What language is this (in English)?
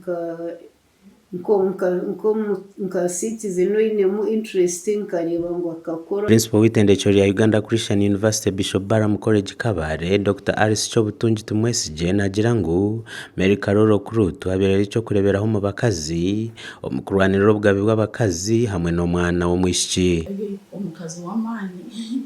Nyankole